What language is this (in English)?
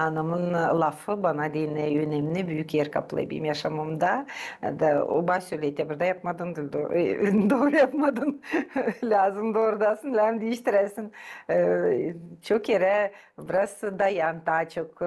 Gagauz